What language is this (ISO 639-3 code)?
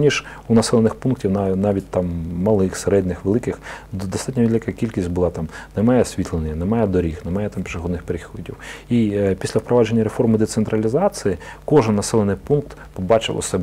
ukr